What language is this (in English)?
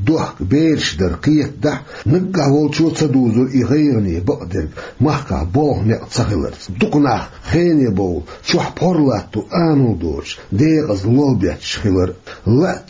Chechen